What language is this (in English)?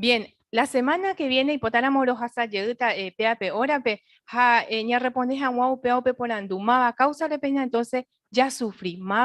Guarani